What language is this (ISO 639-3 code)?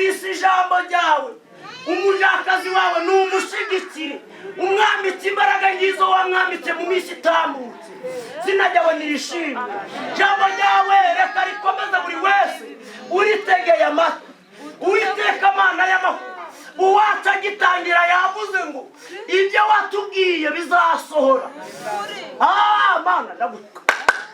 kin